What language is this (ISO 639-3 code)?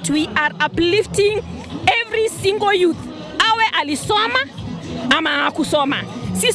mer